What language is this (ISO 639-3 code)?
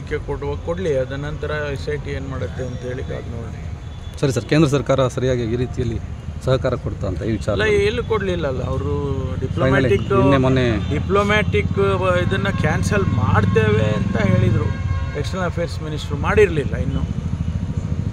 kan